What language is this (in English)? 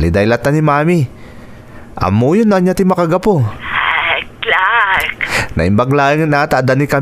Iloko